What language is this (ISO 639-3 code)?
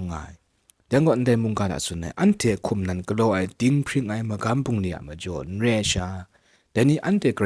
kac